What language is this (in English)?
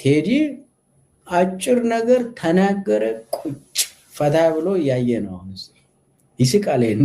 Amharic